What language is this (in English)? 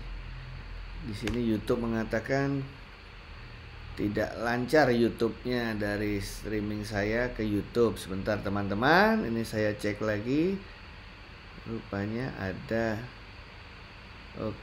Indonesian